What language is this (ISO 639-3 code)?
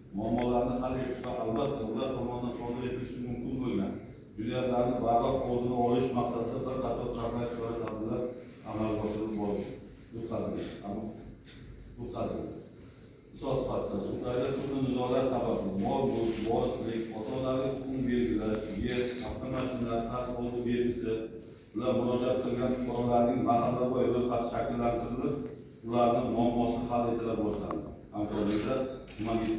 uzb